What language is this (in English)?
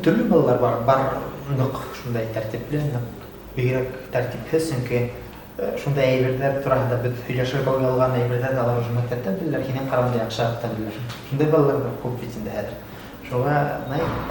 Bashkir